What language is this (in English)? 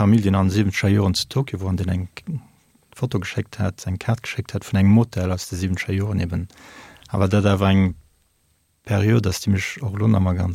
Luxembourgish